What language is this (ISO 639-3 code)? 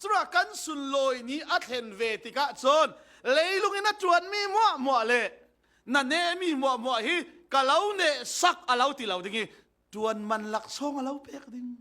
cfm